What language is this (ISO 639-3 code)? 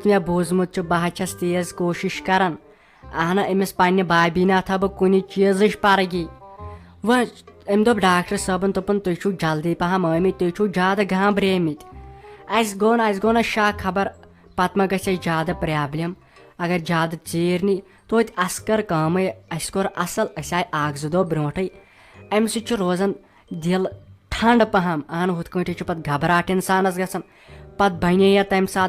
kas